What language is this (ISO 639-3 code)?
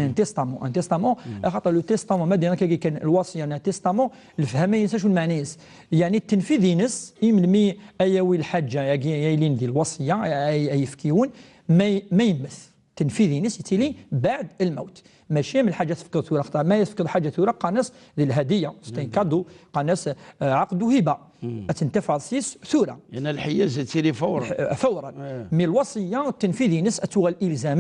kab